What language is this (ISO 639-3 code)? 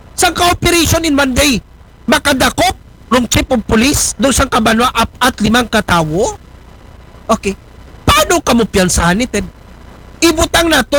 akl